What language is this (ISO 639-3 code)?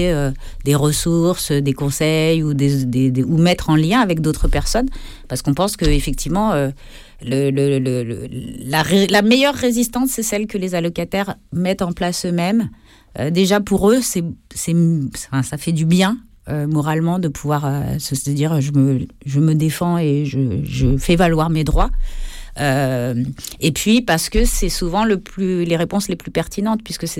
fra